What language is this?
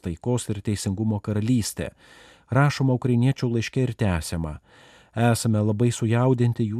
Lithuanian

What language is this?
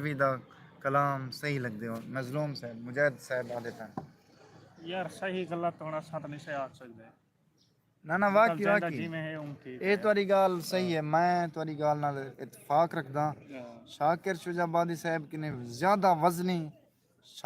Saraiki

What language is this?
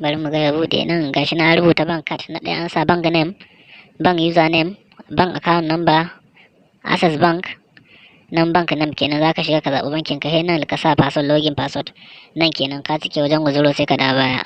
Hausa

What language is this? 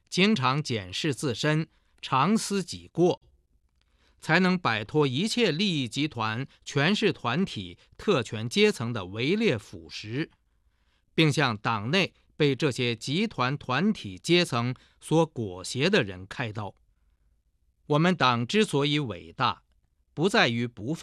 Chinese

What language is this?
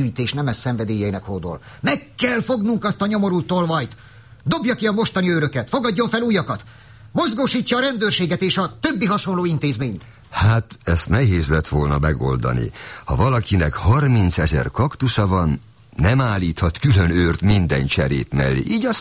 Hungarian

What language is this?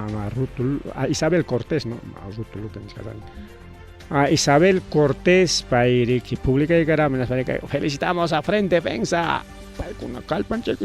Ayacucho Quechua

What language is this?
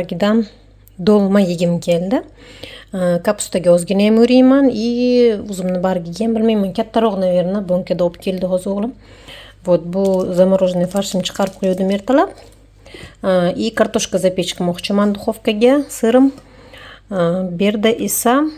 Uzbek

